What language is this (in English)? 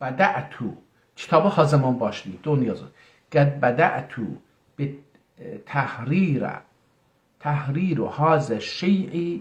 South Azerbaijani